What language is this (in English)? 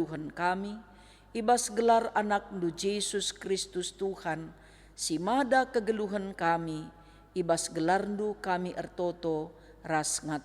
Batak Karo